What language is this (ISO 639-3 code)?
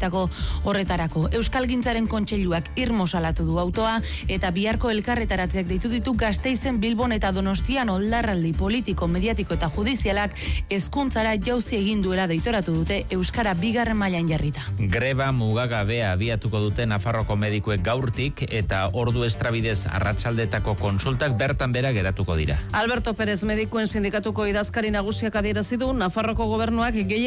eus